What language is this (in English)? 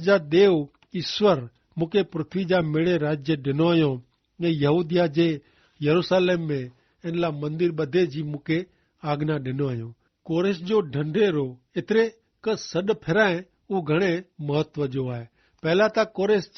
Kachhi